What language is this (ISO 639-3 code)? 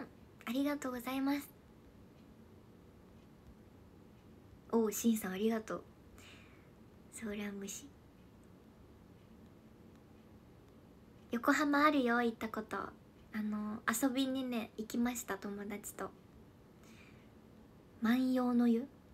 jpn